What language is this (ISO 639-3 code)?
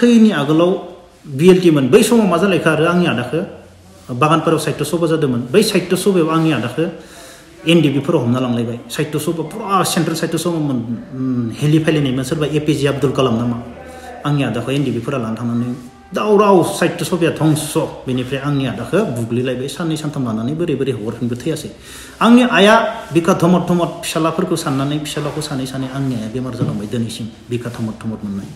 brx